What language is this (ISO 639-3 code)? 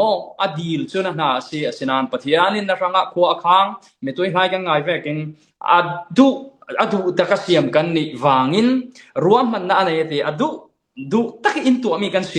cfm